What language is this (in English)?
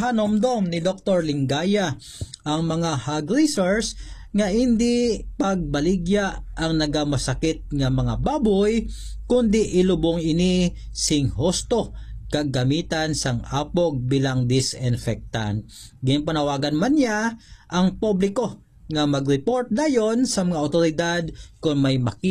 Hiligaynon